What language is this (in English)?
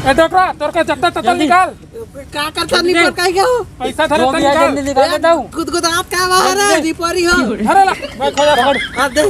Chhattisgarhi